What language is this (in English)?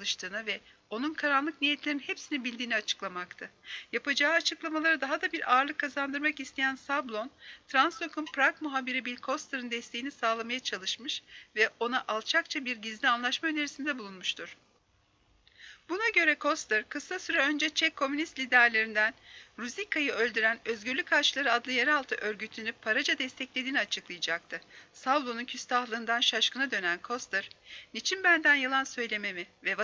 Turkish